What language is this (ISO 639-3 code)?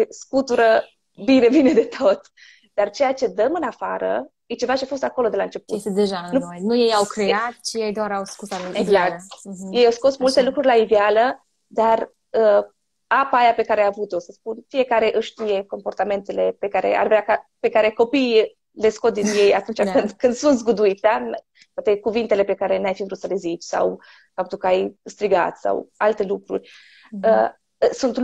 ron